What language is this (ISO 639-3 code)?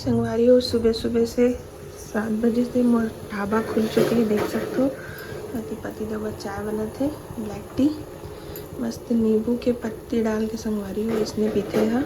hne